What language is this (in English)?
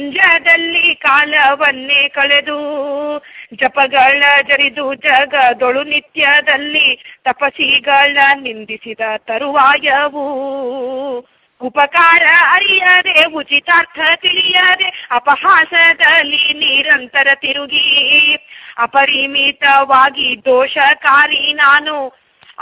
Kannada